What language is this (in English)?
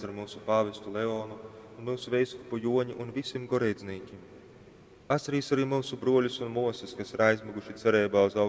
Latgalian